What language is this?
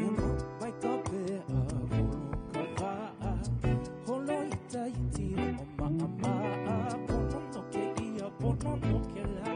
Hawaiian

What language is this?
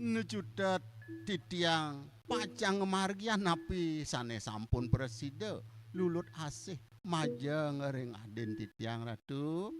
Balinese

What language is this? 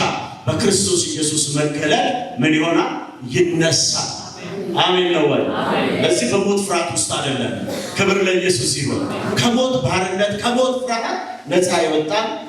Amharic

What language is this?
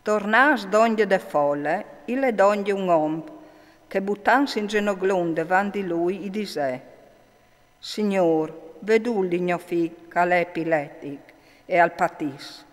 Friulian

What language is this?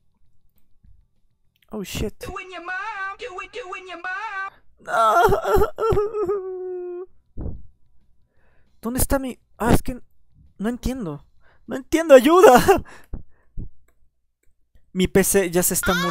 Spanish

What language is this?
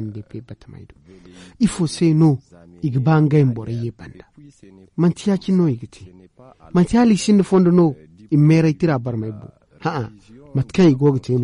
Zarma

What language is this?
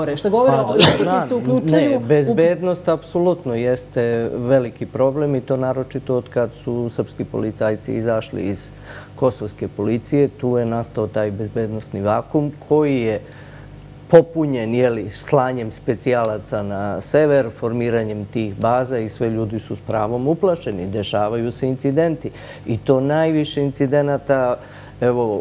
Serbian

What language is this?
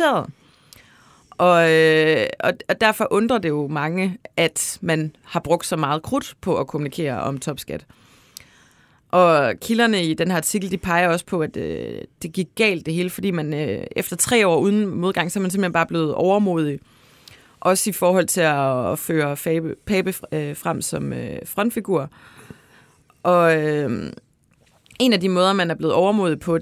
Danish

